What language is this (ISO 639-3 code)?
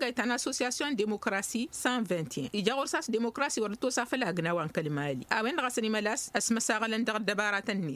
taq